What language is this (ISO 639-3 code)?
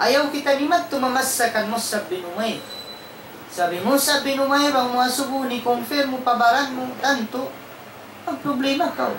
tsg